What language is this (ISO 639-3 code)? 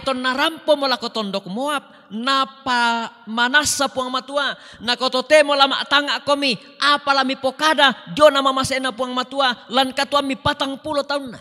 sda